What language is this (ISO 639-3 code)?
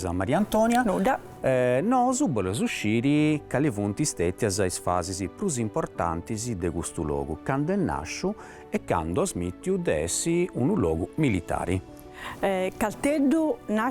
srd